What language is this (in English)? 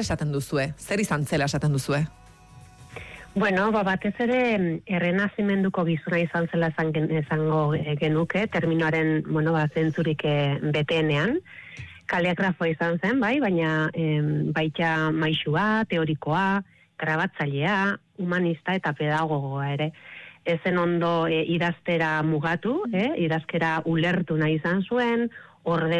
Basque